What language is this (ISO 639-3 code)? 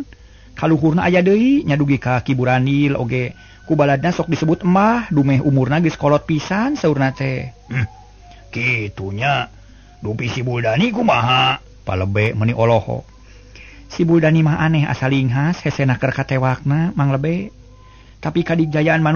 sun